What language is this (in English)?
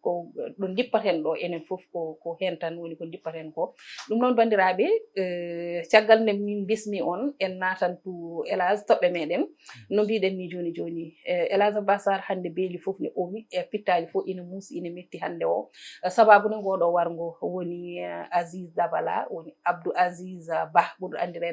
Fula